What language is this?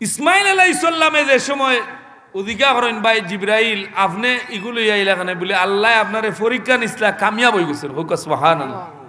Sylheti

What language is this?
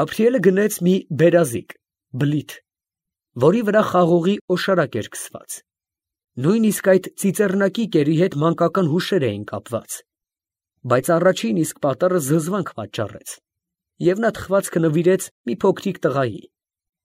Armenian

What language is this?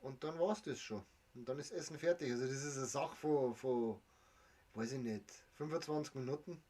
Bavarian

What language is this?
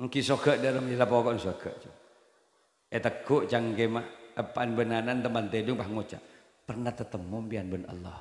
Madurese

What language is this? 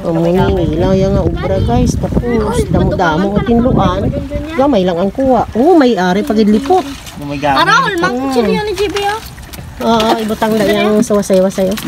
Hiligaynon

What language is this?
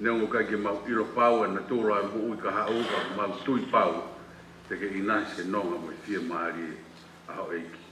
Tongan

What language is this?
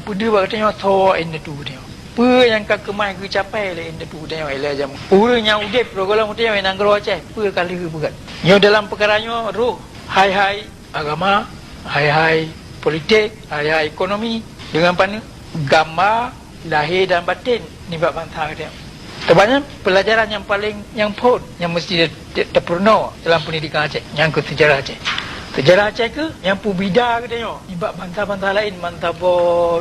Achinese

